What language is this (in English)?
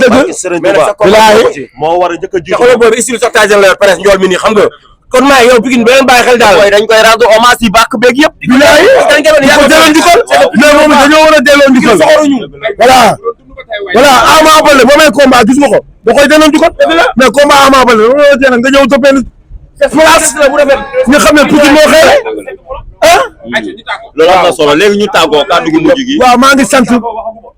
Wolof